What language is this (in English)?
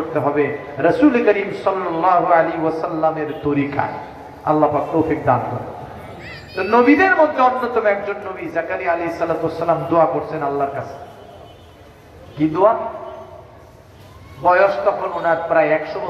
Bangla